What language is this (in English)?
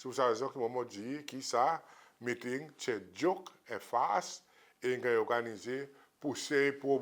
Seselwa Creole French